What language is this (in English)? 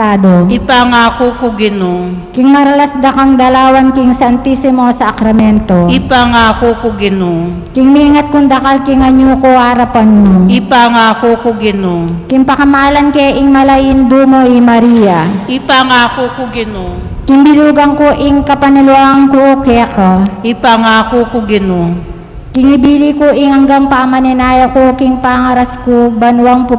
Pampanga